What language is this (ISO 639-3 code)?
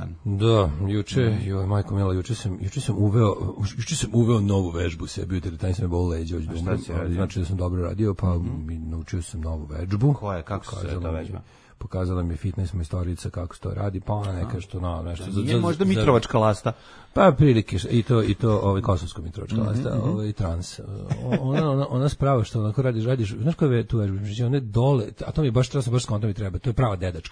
srp